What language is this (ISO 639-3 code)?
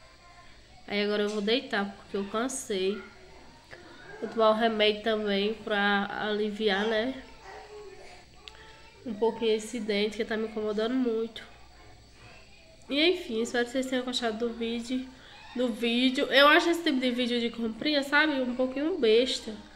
por